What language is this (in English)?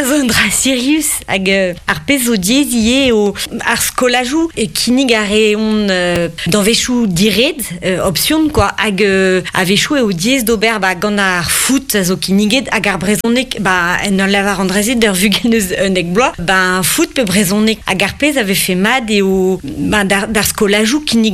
Breton